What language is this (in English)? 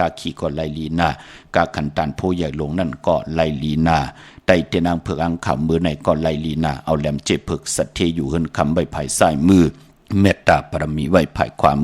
Shan